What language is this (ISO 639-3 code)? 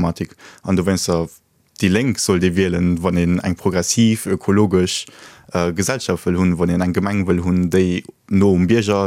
ltz